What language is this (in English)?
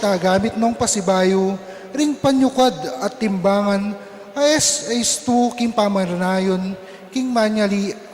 Pampanga